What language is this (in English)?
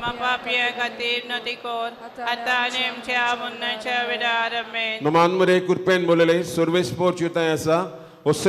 Konkani